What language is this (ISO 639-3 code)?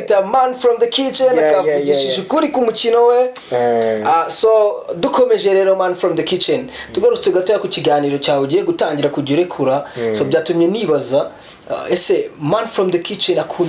kin